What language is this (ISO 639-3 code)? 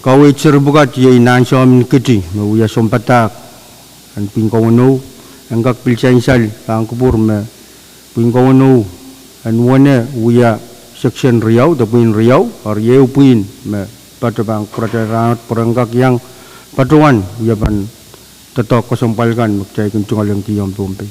pon